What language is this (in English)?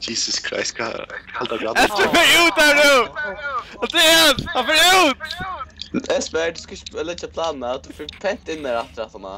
Faroese